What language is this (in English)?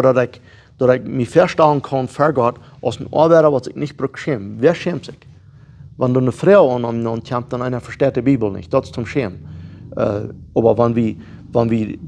Plautdietsch